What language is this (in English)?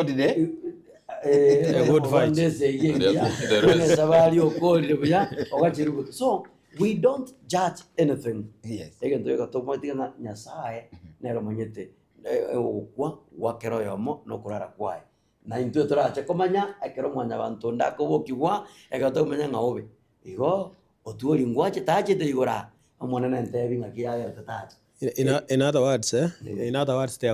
Gusii